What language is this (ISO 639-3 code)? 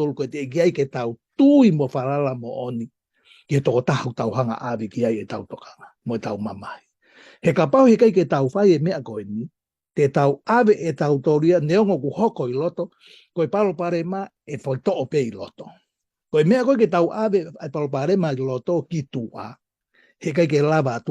ton